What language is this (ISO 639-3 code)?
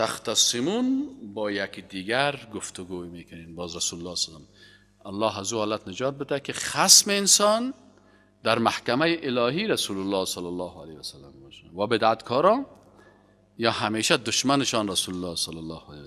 fas